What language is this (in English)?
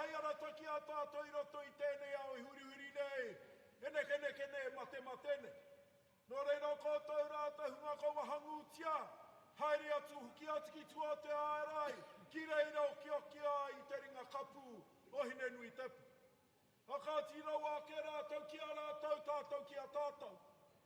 Māori